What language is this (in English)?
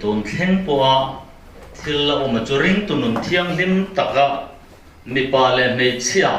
Mizo